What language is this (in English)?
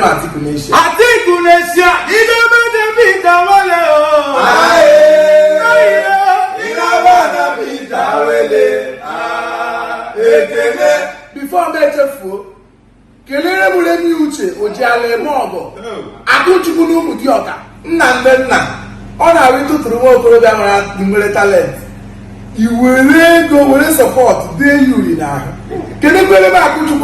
Igbo